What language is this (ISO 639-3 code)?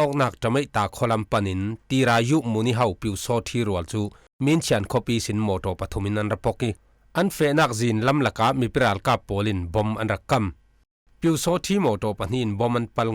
cfm